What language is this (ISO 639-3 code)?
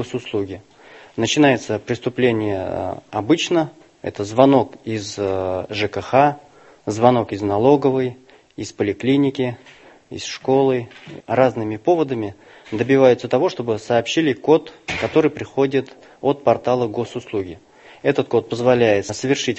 rus